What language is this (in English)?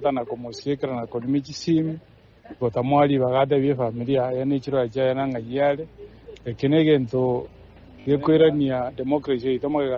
Gusii